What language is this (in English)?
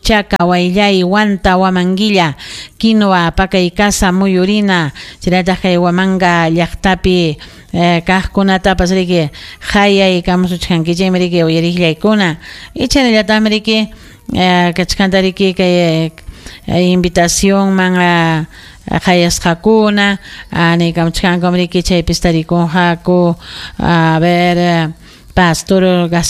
Ayacucho Quechua